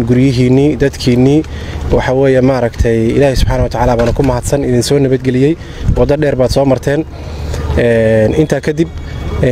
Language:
Somali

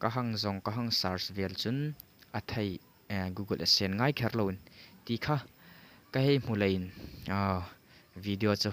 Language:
Hmar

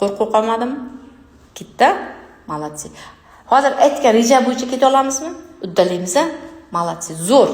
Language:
Uzbek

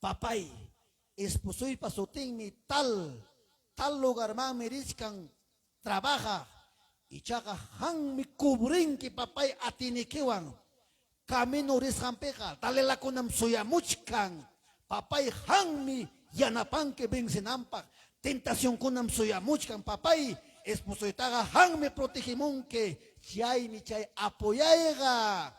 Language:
Ayacucho Quechua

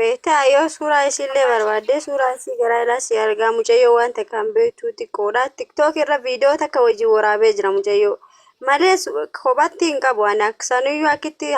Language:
Oromo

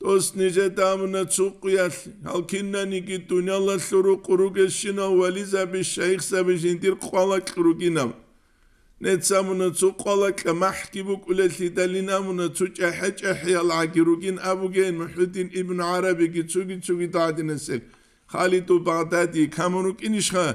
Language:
Avaric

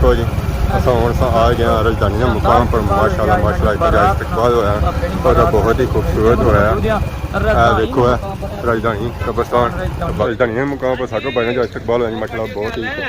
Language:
Pahari-Potwari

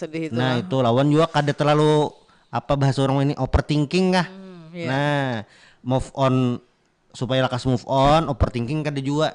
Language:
Banjar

